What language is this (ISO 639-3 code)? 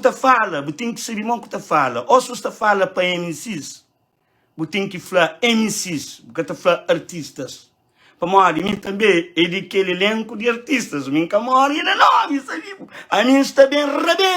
kea